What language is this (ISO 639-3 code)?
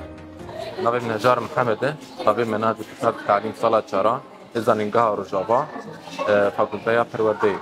kur